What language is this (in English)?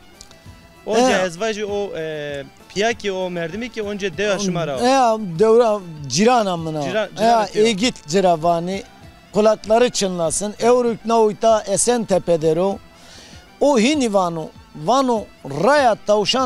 Zaza